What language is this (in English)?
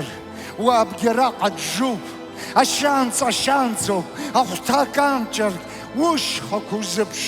Abkhazian